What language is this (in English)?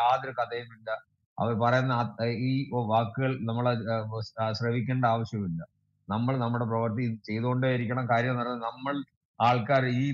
Malayalam